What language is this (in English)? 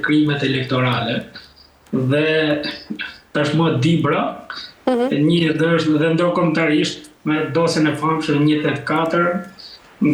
Albanian